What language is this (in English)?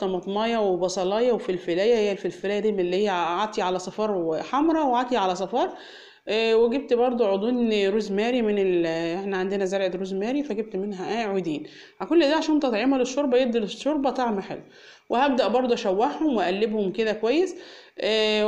Egyptian Arabic